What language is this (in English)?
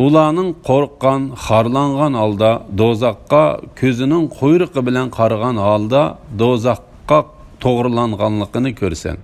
Uyghur